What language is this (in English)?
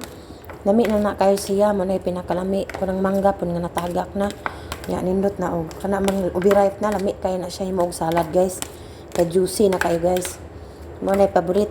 Cebuano